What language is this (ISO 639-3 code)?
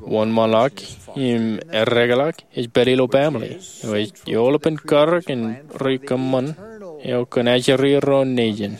mah